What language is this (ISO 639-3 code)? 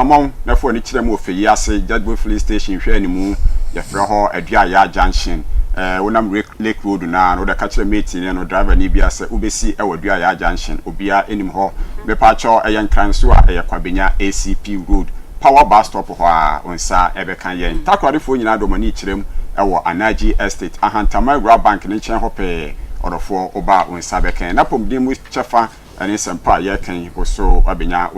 aka